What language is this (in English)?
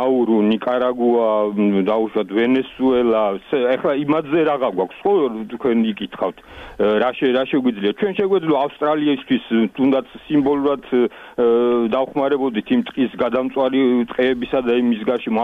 Georgian